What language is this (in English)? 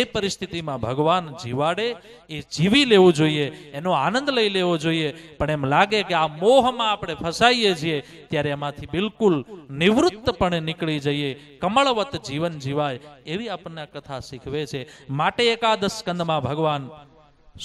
Gujarati